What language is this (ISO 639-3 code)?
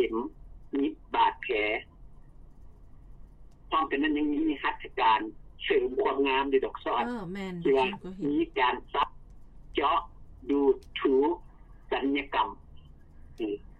lao